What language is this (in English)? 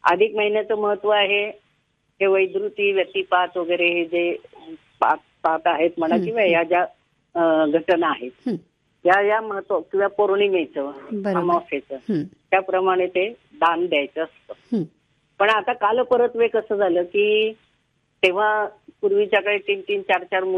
Marathi